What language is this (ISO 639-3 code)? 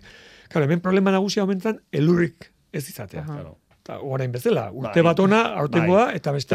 eus